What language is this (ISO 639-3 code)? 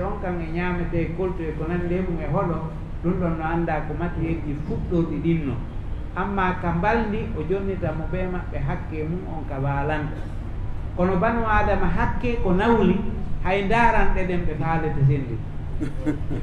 ful